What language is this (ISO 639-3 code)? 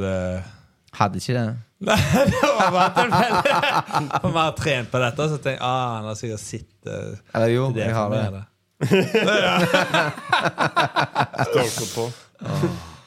nor